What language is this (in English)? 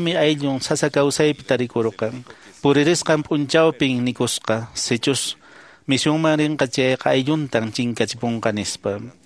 Quechua